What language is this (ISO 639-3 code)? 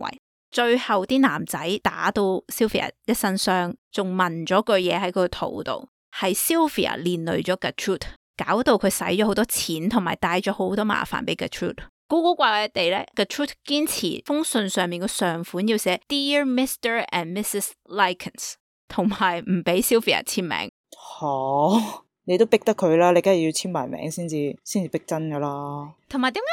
yue